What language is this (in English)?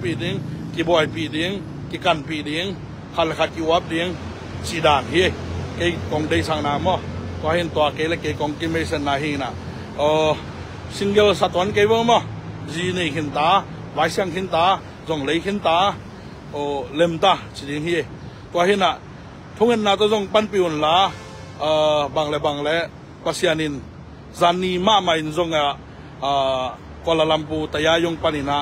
Tedim Chin